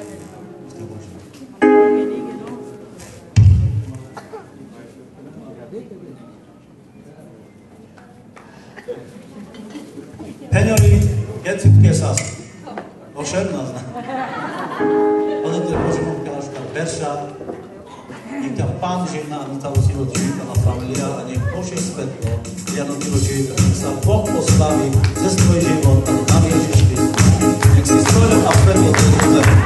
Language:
Slovak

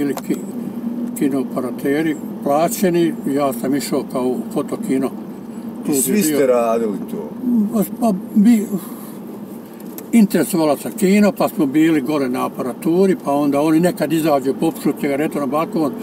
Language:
Bosnian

